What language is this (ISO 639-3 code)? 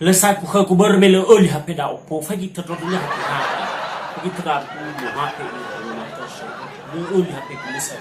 nia